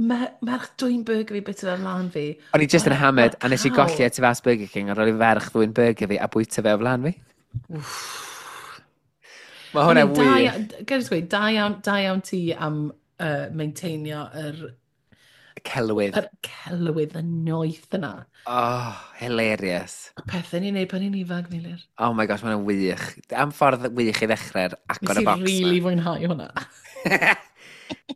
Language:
Welsh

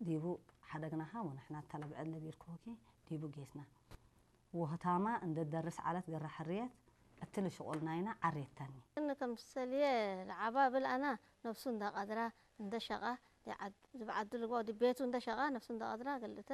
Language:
Tigre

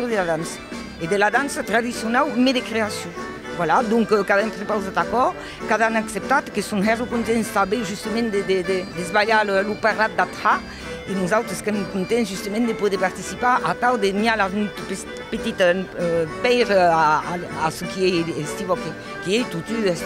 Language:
Occitan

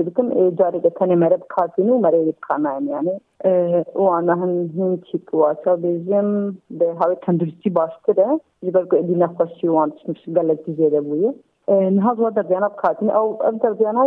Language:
Kurdish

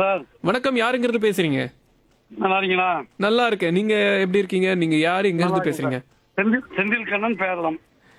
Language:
Tamil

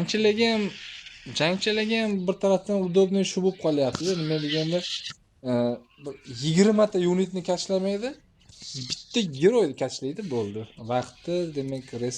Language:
Uzbek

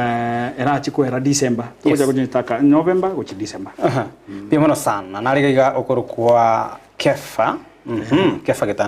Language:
Gusii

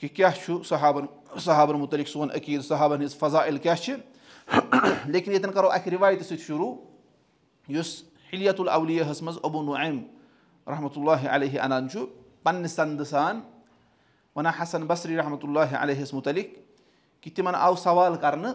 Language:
Kashmiri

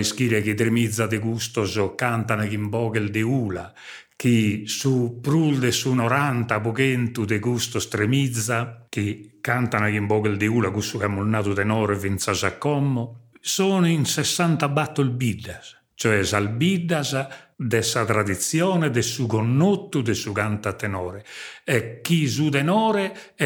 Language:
Sardinian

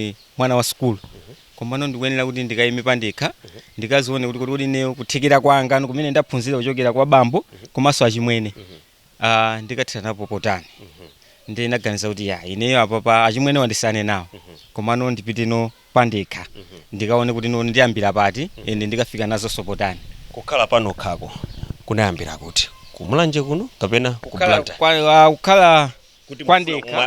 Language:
Nyanja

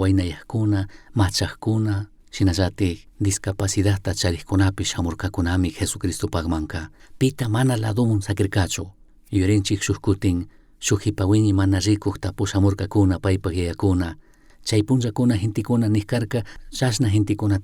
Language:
Chimborazo Highland Quichua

